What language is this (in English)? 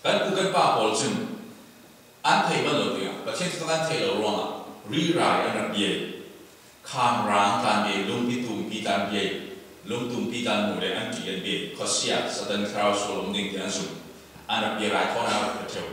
Falam Chin